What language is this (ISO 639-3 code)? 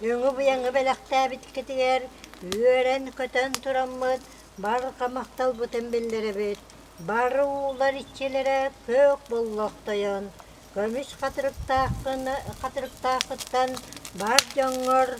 sah